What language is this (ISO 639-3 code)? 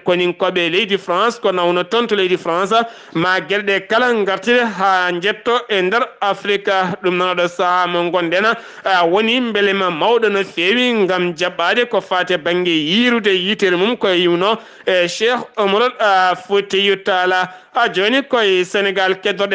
ful